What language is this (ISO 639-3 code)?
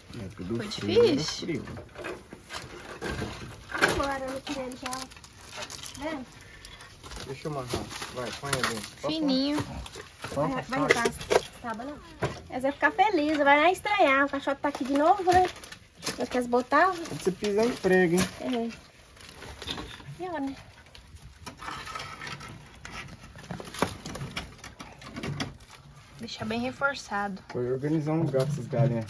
por